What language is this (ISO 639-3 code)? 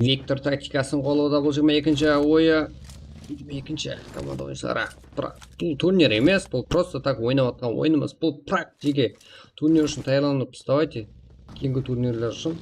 kaa